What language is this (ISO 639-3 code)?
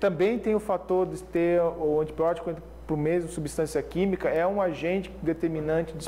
por